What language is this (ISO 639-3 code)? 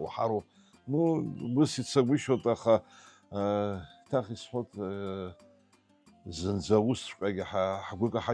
abk